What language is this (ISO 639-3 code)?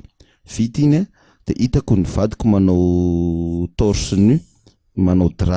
mlg